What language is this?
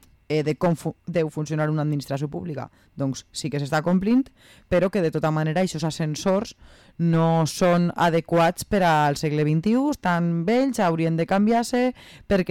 Catalan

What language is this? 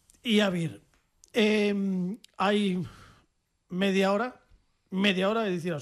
Galician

